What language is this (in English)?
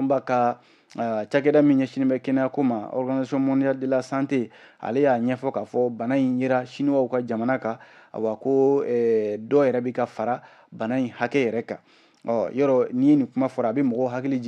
Bambara